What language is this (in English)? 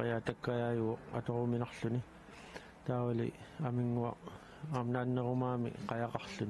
Kalaallisut